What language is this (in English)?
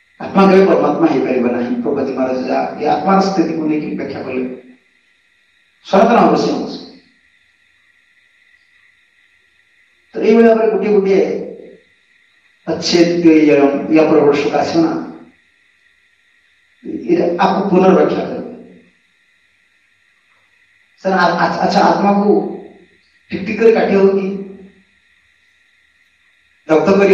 Odia